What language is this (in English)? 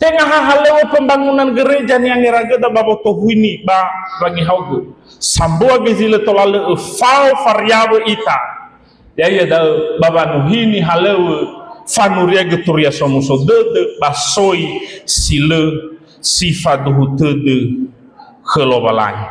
Nias